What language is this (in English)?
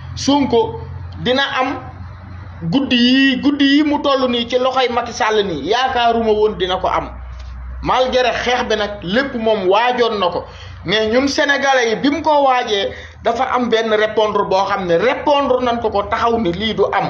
Wolof